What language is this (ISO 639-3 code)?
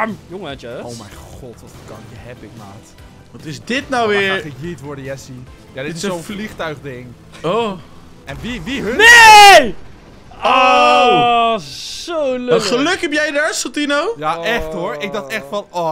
nld